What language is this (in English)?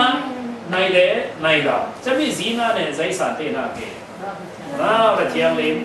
Falam Chin